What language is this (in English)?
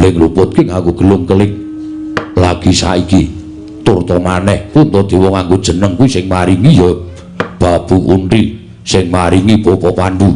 Javanese